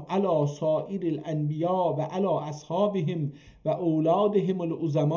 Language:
South Azerbaijani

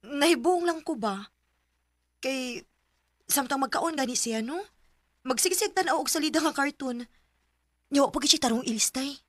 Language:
Cebuano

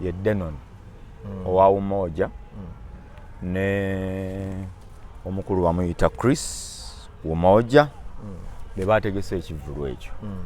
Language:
Ganda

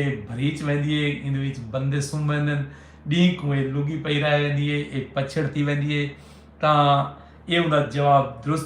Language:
Saraiki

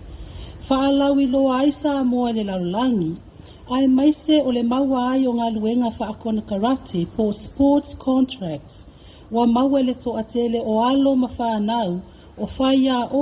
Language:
Samoan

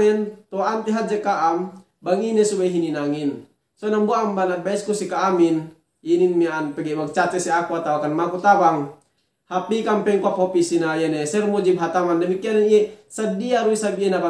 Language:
Yakan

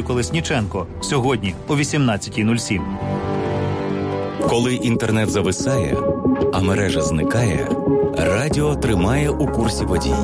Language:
Ukrainian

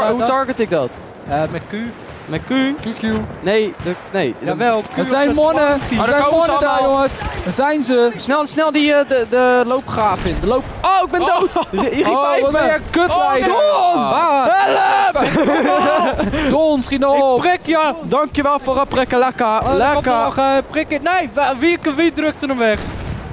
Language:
Dutch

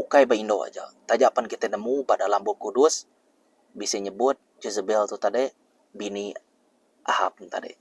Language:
Iban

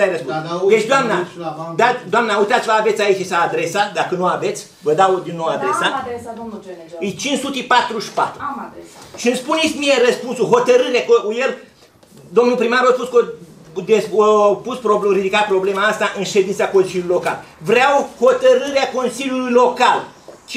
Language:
Romanian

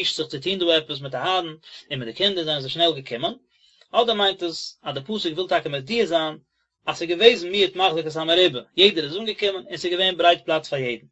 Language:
Yiddish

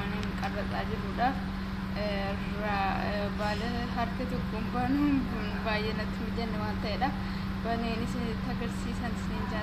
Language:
Oromo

